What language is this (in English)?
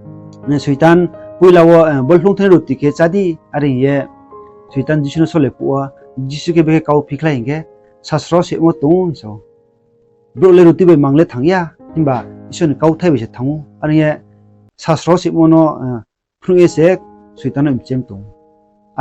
Riang (India)